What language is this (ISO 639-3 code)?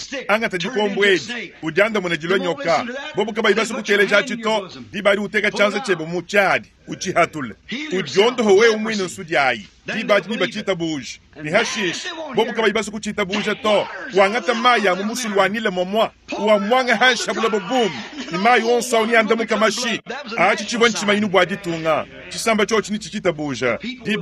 lua